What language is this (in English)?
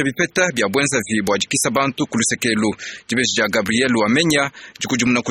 Luba-Lulua